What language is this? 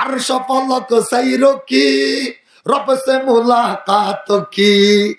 Rohingya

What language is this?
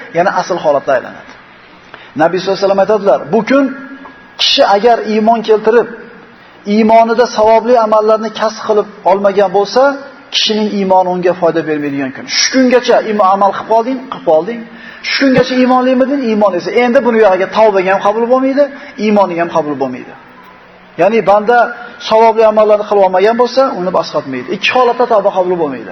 Uzbek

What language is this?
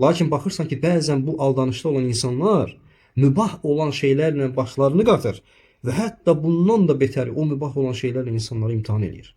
Azerbaijani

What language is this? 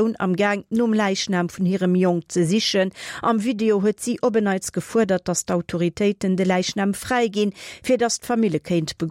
Luxembourgish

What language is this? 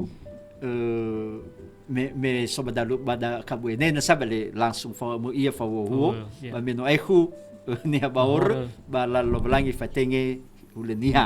Nias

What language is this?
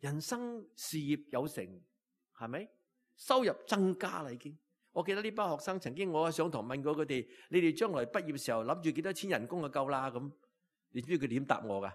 Cantonese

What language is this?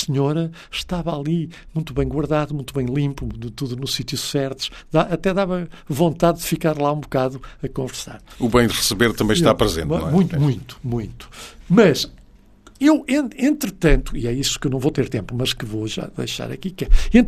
Portuguese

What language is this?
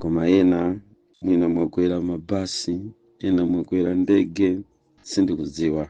Nyanja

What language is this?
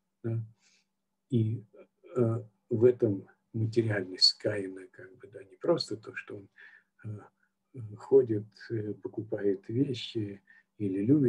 Russian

